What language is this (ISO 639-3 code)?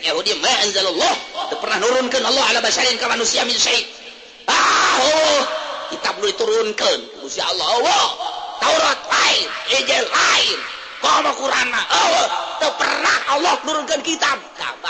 sun